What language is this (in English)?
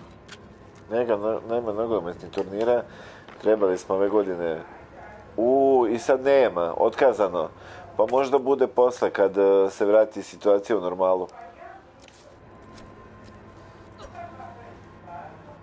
Croatian